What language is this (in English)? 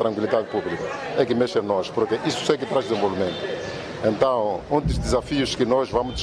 Makhuwa